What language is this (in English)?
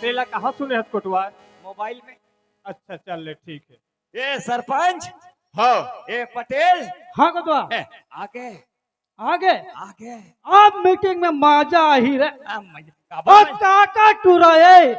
Chhattisgarhi